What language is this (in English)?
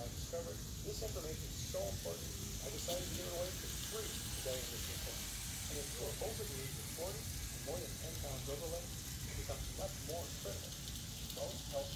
English